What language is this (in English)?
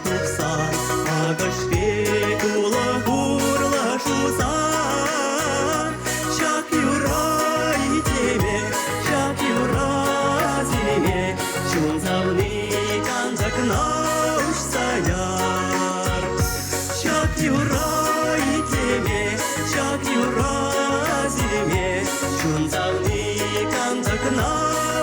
Chuvash